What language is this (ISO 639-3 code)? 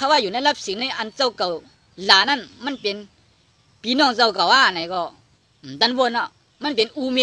shn